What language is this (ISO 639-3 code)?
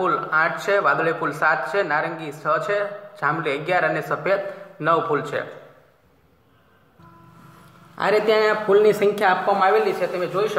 guj